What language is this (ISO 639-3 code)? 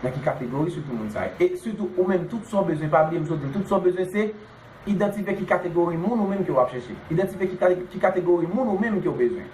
hat